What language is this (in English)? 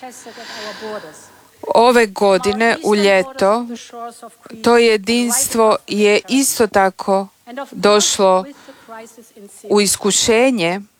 Croatian